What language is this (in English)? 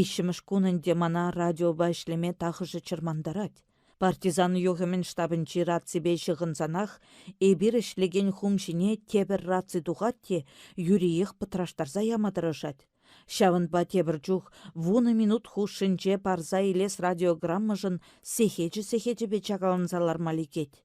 Chuvash